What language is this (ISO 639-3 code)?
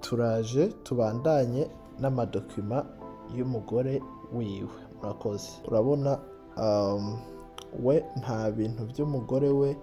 run